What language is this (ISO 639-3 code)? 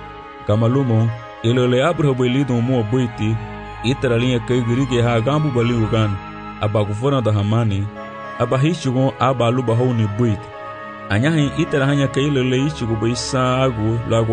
cab